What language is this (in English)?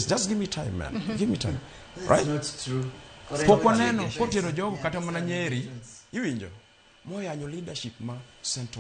Luo (Kenya and Tanzania)